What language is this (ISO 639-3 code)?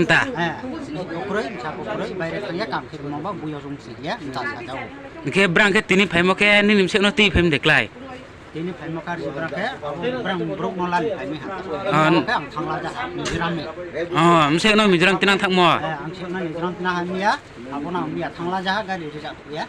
ria